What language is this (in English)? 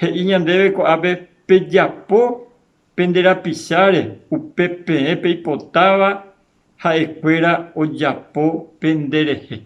Guarani